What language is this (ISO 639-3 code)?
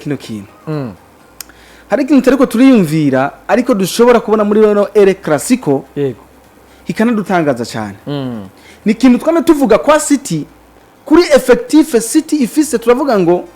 run